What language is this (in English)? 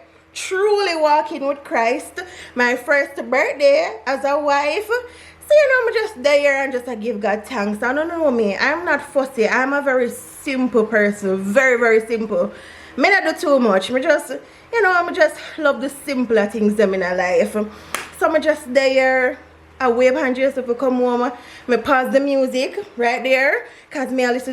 Jamaican Creole English